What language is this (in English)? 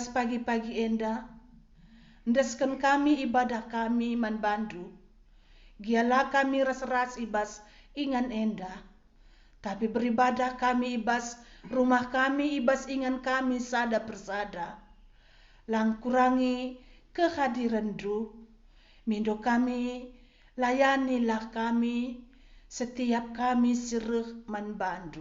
Batak Karo